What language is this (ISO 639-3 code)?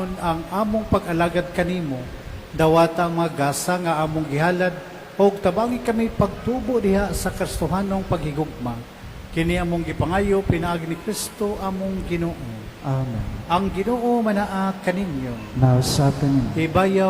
ceb